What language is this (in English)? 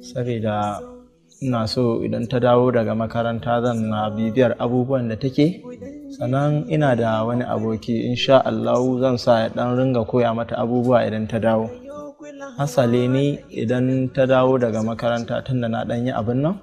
Hausa